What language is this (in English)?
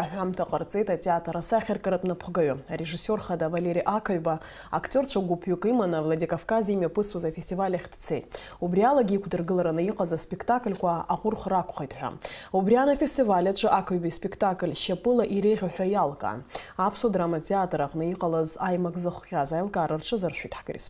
Abkhazian